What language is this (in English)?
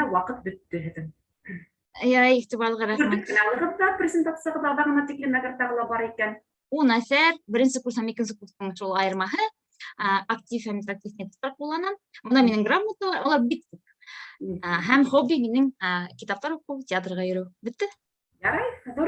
Bashkir